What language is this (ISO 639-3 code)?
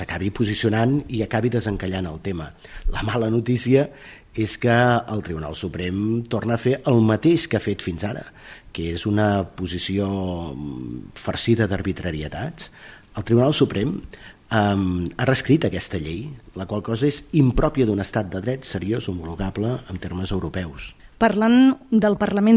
cat